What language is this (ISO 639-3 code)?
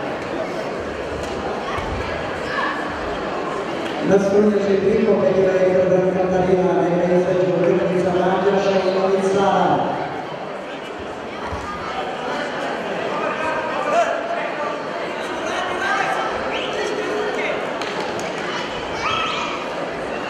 srp